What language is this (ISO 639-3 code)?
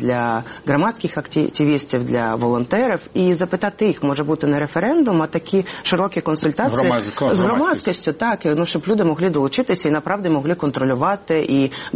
ukr